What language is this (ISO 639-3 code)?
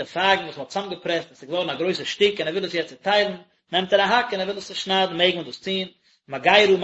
yid